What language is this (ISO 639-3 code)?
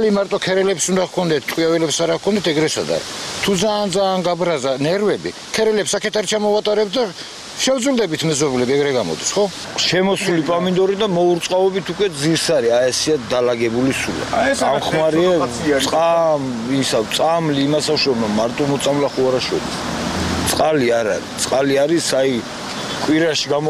kat